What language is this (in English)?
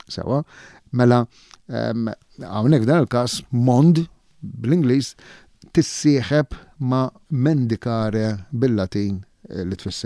Maltese